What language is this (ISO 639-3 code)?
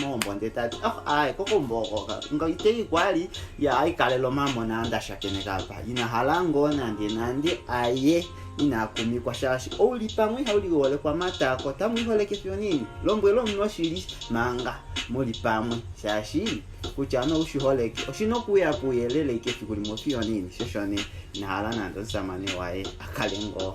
kua